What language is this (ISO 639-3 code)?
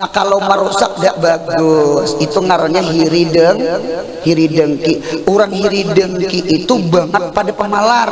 bjn